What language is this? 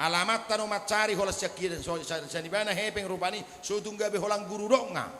Batak Toba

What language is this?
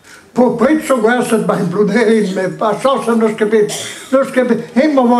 Breton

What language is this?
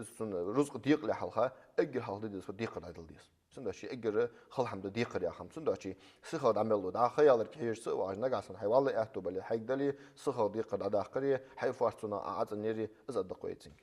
Ingush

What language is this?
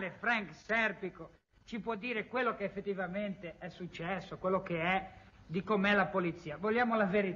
Italian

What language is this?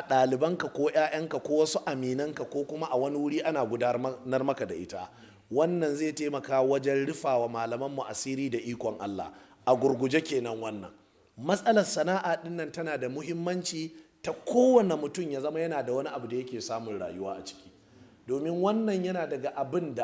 Hausa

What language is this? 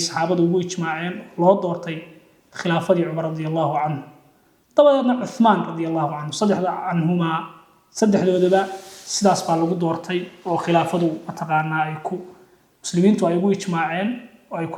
Somali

